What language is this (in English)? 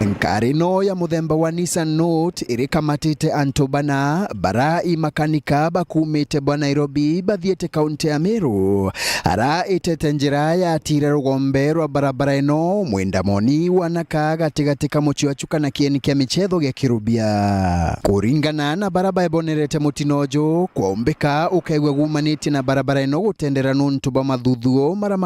Meru